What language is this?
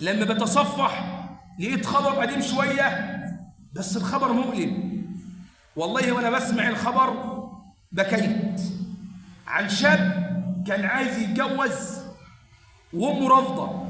Egyptian Arabic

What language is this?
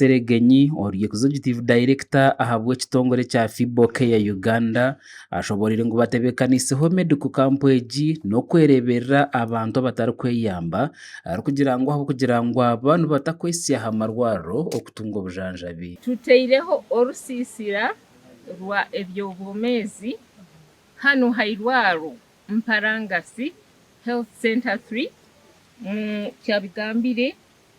Nyankole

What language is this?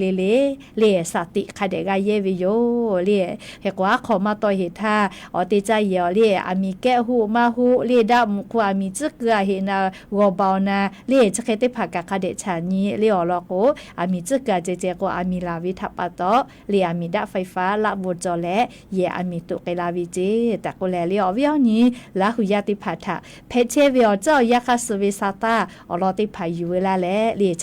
Lahu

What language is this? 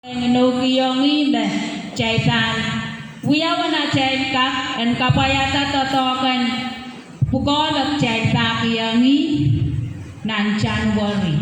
Pohnpeian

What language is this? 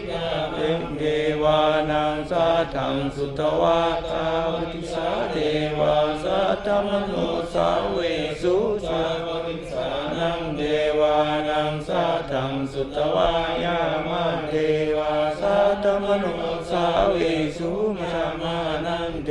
Pali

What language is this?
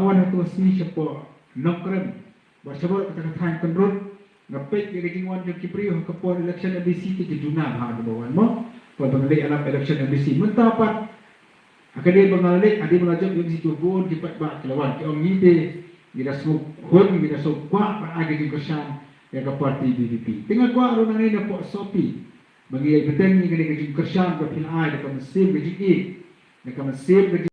Khasi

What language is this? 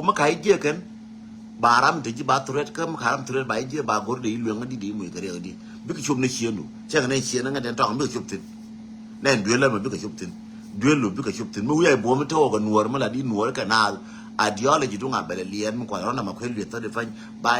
Nuer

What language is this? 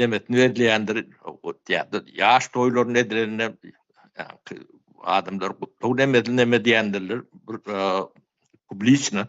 Turkmen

